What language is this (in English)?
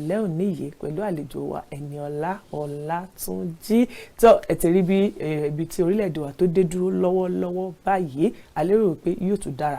Yoruba